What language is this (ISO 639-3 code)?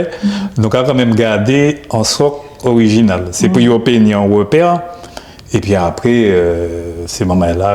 gcf